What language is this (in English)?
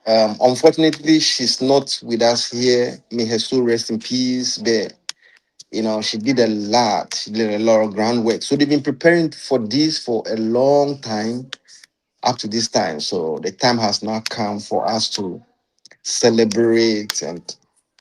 Ewe